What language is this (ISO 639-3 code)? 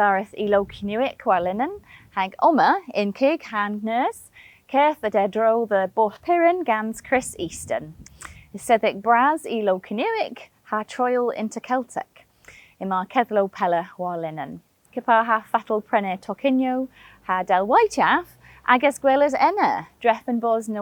cor